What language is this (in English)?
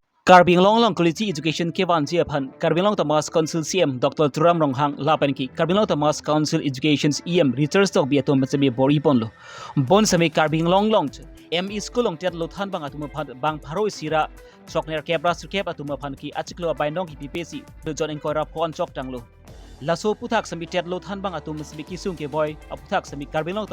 Karbi